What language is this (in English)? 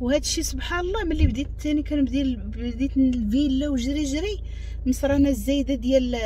Moroccan Arabic